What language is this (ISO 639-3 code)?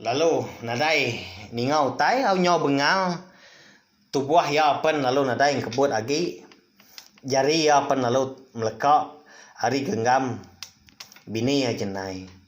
iba